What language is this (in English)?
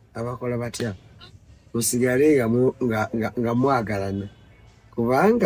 Ganda